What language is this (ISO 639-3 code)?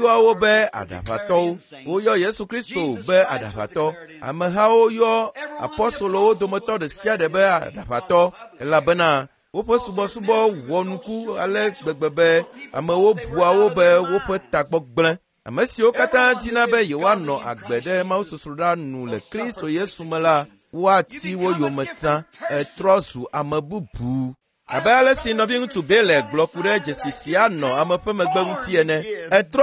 ewe